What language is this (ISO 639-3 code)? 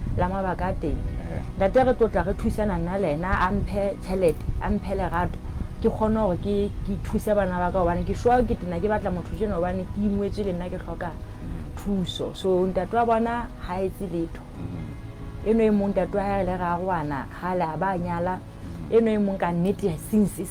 sot